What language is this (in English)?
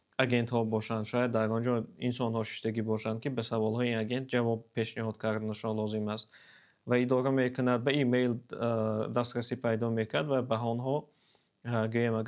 Tajik